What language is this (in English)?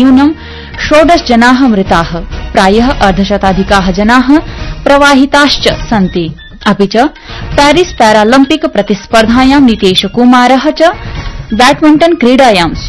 Sanskrit